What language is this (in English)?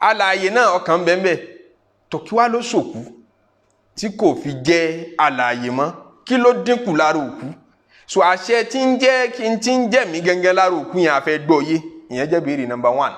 Yoruba